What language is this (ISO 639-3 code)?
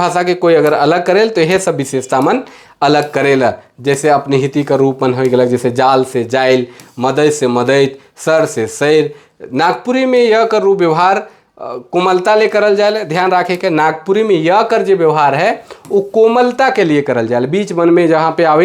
sck